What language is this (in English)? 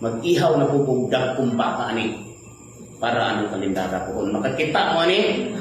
Cebuano